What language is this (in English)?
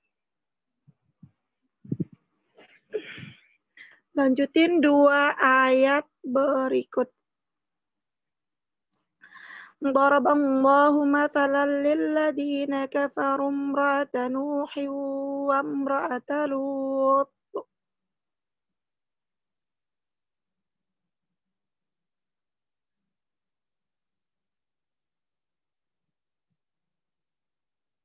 Indonesian